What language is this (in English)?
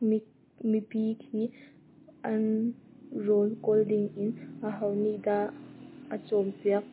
Hakha Chin